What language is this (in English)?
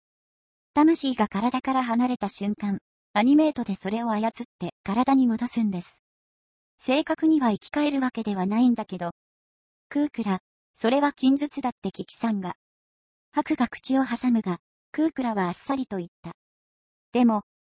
Japanese